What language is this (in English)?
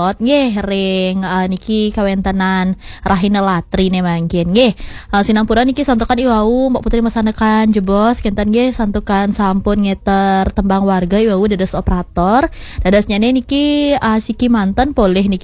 Balinese